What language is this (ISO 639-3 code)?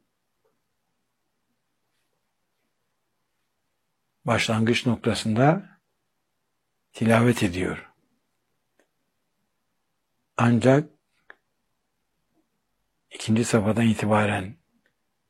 tur